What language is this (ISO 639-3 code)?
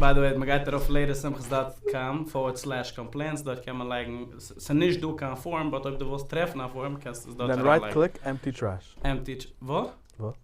yid